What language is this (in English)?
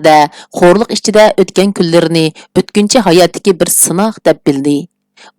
Uyghur